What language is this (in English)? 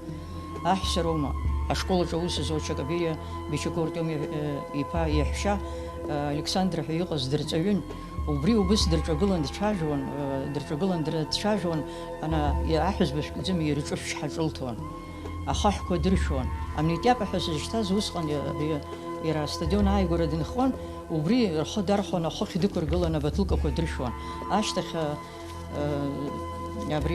Abkhazian